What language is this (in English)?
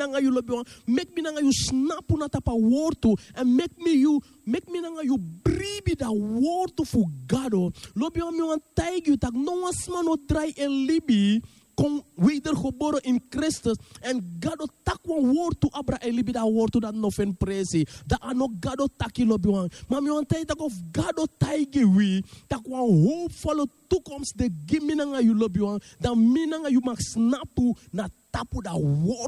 Sranan Tongo